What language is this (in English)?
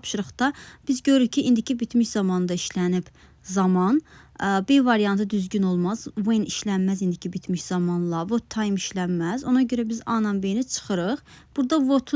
Azerbaijani